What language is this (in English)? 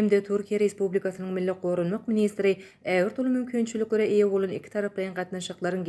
Turkmen